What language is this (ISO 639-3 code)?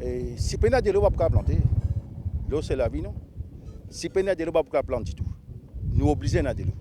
mfe